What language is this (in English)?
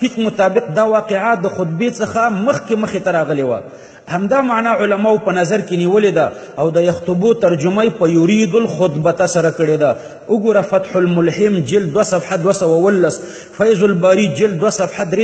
Pashto